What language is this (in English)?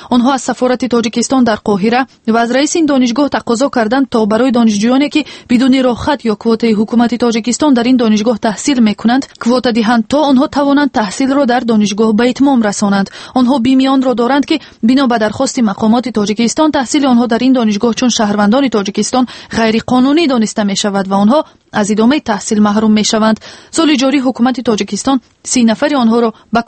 Tajik